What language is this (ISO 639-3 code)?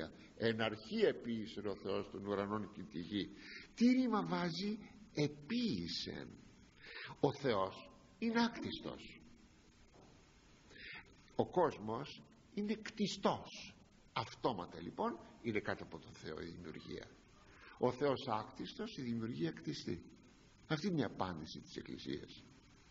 ell